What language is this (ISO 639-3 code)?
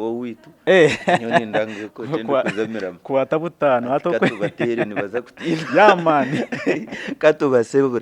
nyn